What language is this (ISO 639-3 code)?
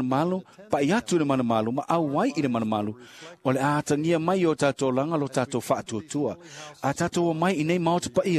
smo